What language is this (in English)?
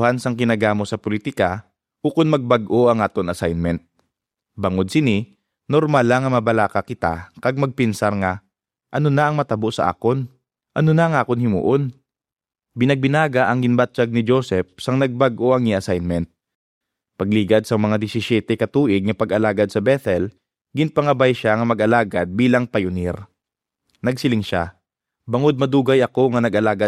Hiligaynon